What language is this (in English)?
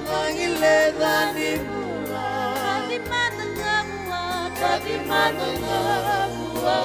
Fijian